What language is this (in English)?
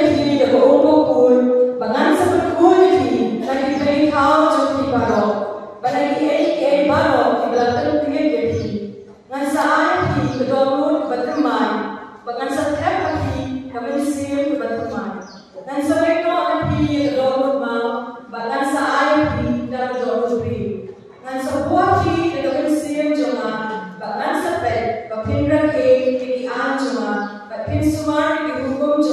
Khasi